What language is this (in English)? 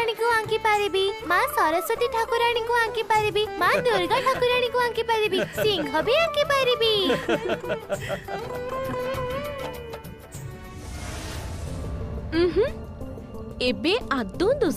Odia